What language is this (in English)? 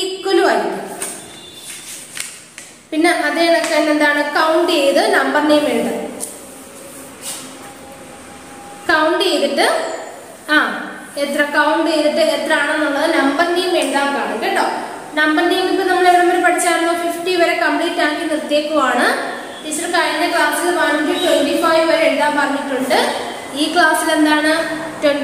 Malayalam